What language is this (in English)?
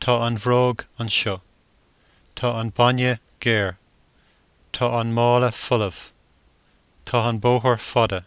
Irish